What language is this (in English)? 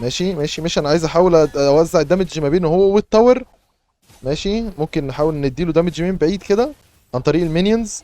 Egyptian Arabic